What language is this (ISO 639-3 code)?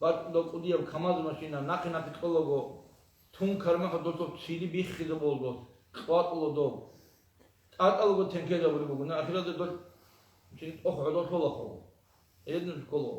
ava